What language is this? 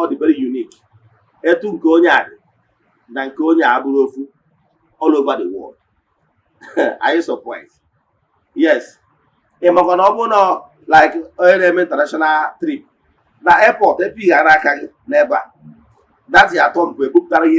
Igbo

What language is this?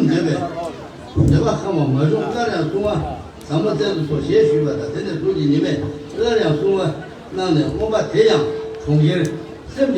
Tibetan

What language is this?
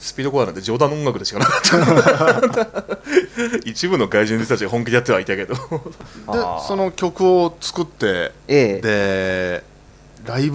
Japanese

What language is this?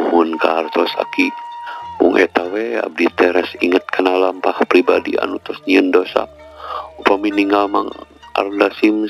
Sundanese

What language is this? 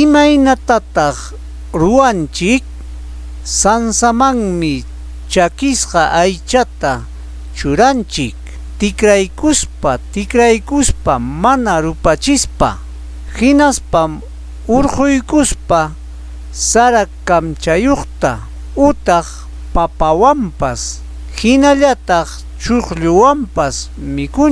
Ayacucho Quechua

